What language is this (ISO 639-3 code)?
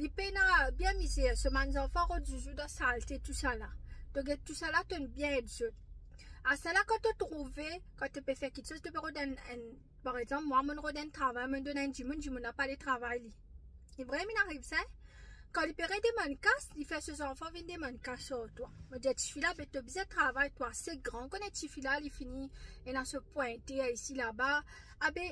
mfe